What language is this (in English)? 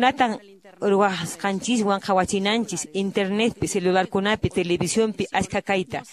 Quechua